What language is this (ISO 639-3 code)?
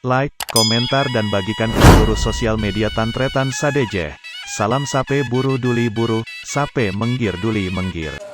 mad